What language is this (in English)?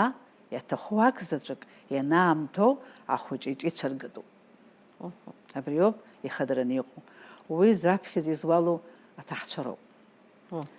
Abkhazian